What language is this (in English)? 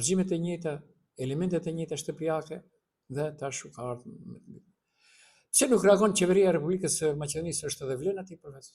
Albanian